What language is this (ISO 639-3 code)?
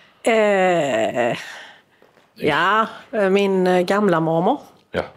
swe